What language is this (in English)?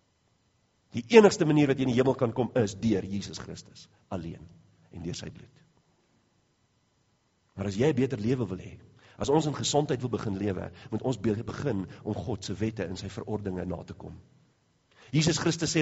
Afrikaans